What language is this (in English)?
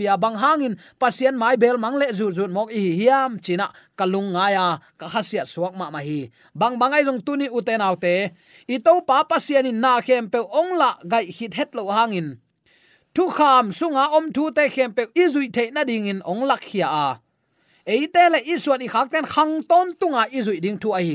Tedim Chin